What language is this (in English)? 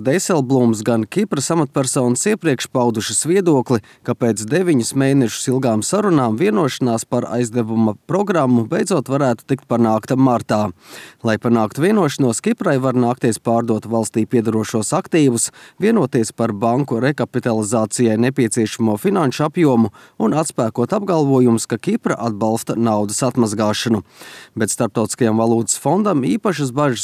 Latvian